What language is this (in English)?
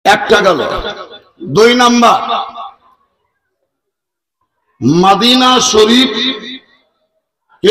Bangla